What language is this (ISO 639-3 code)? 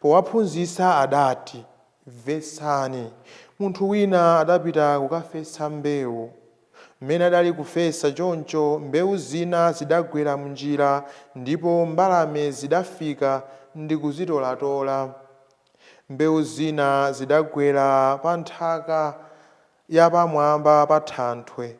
nya